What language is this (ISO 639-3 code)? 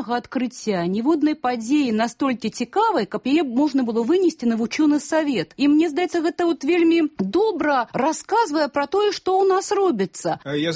bel